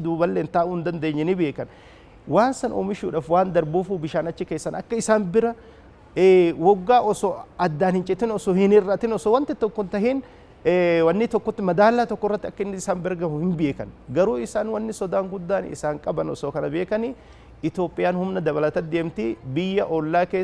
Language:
Oromo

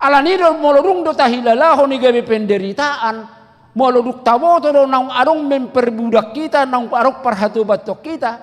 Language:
Batak Toba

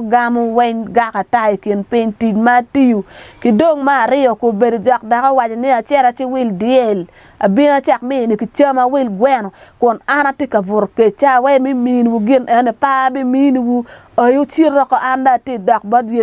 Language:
Acoli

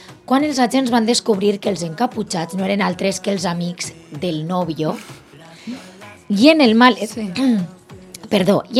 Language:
Catalan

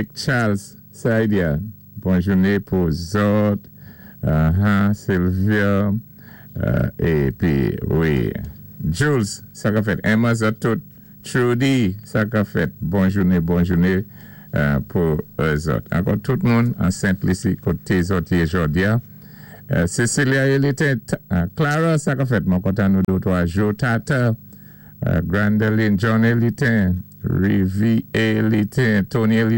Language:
Saint Lucian Creole French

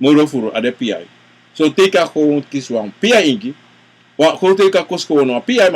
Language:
Sranan Tongo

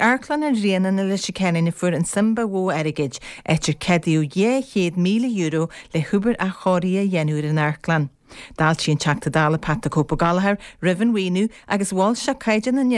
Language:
Irish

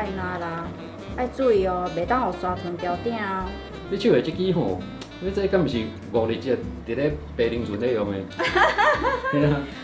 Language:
Min Nan Chinese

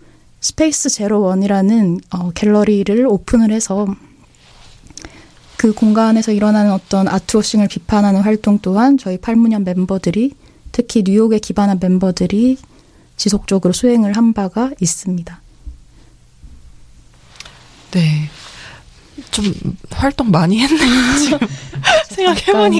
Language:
Korean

